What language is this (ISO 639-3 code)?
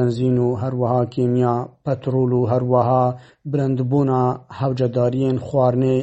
kur